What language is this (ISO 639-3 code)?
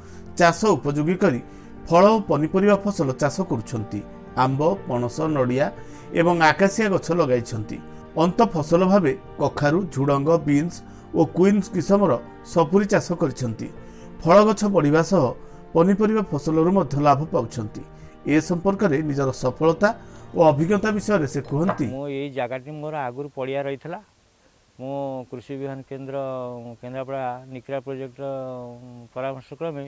ori